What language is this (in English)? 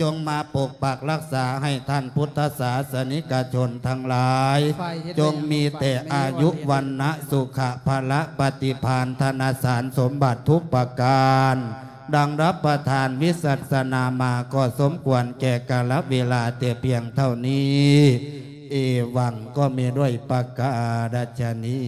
Lao